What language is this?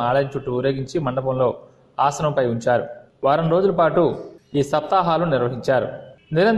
Telugu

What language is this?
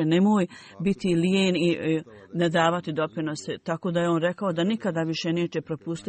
Bosnian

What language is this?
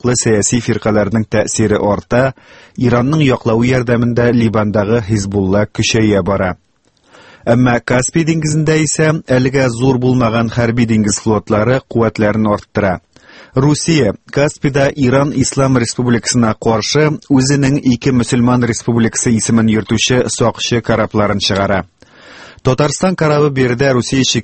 Tatar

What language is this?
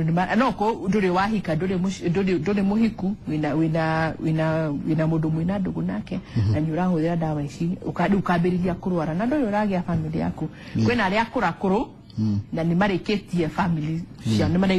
Kikuyu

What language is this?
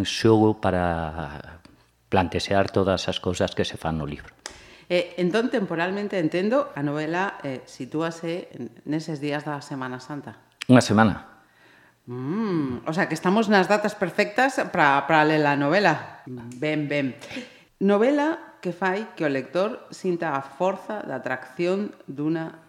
Galician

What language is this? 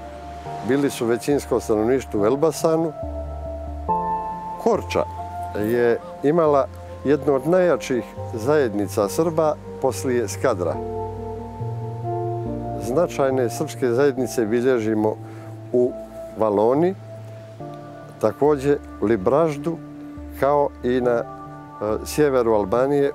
Serbian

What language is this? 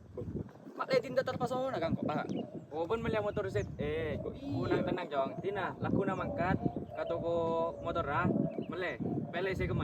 Madurese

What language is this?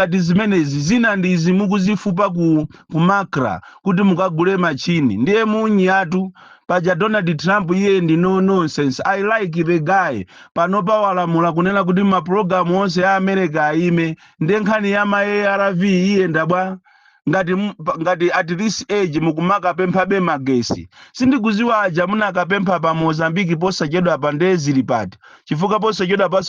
Nyanja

